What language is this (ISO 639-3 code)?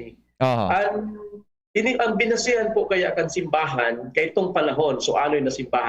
bik